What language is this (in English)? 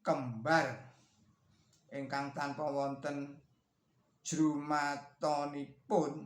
Javanese